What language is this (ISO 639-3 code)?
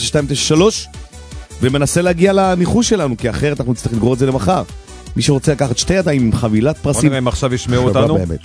heb